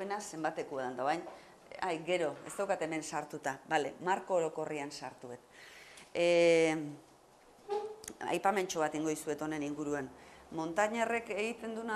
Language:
Basque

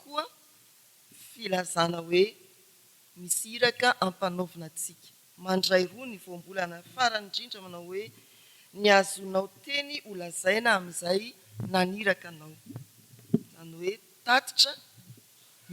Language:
Malagasy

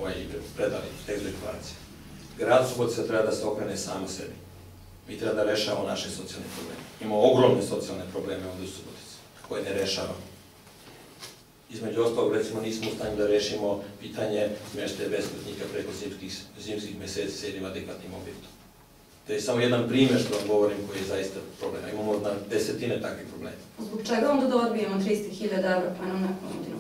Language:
Serbian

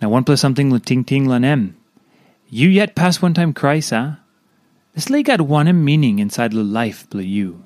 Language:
Tok Pisin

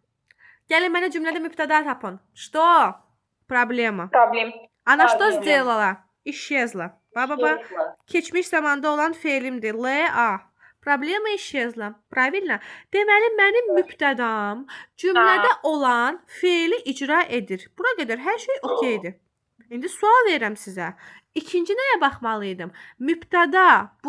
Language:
Azerbaijani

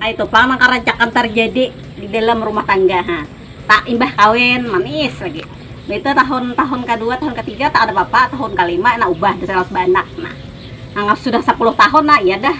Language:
Banjar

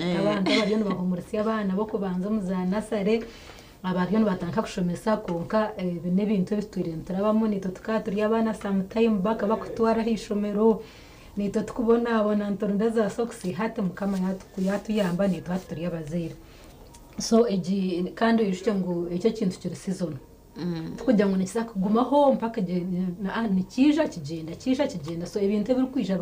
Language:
Nyankole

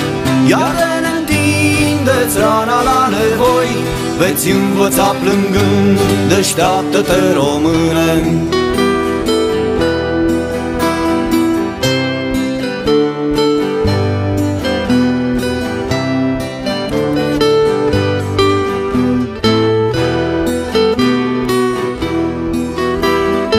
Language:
Romanian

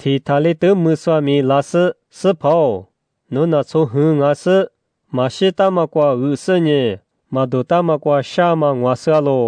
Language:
Lisu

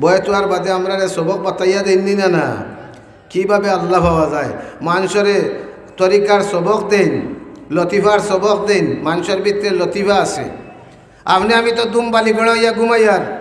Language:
Sylheti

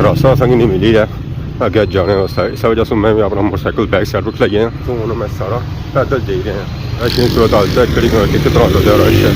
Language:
Pahari-Potwari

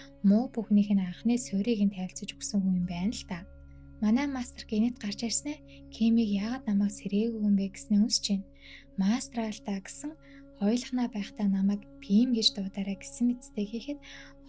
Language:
Mongolian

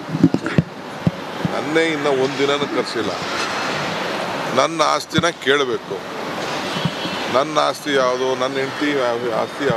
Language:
Kannada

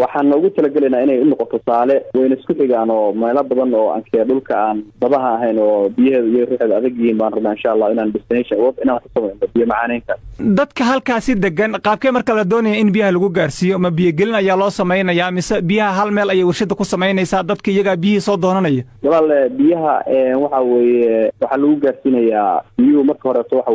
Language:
Somali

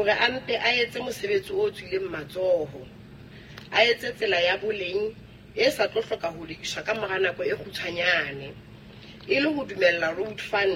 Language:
Southern Sotho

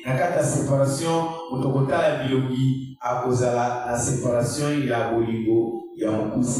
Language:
Lingala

